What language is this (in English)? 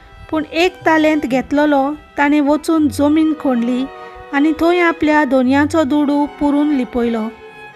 Konkani